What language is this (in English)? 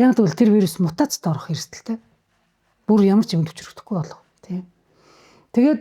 Mongolian